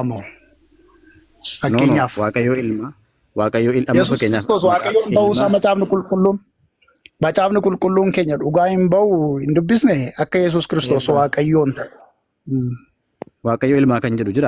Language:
Oromo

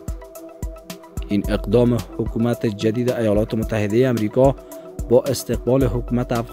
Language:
Persian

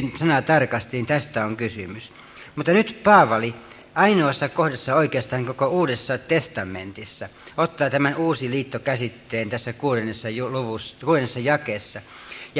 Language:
Finnish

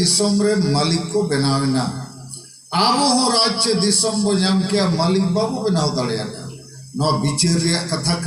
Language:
Santali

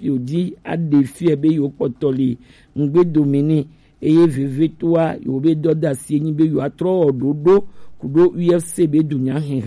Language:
Gen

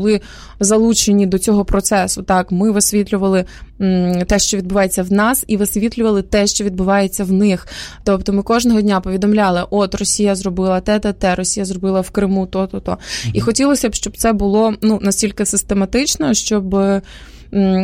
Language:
Ukrainian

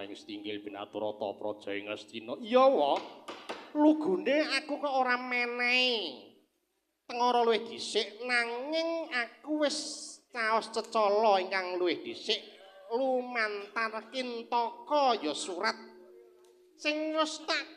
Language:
Javanese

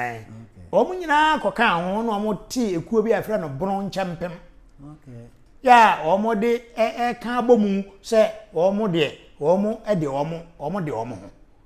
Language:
Akan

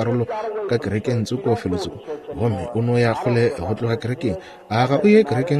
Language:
Northern Sotho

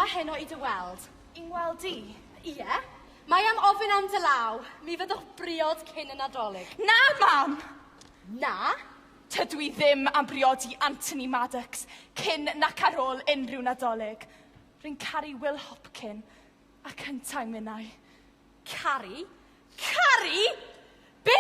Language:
Welsh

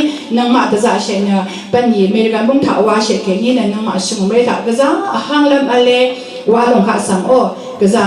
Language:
Rawang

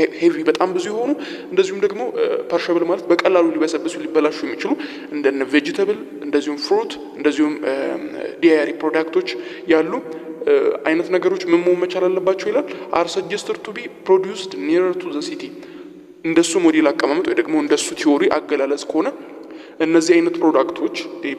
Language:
Amharic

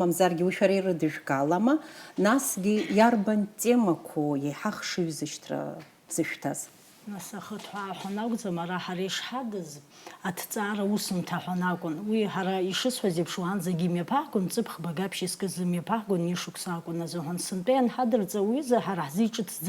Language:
Abkhazian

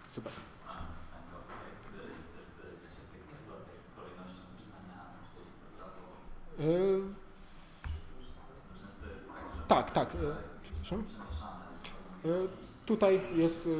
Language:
Polish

